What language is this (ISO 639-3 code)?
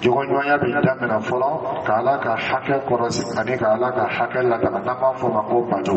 dyu